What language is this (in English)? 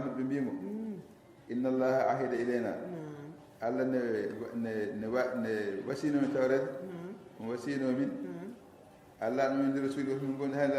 Fula